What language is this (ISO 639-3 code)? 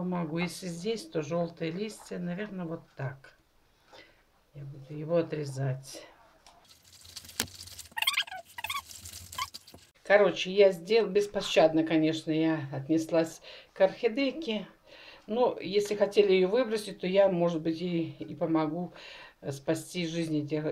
rus